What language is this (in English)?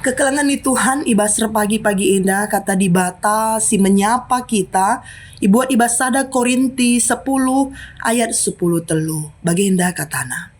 Batak Karo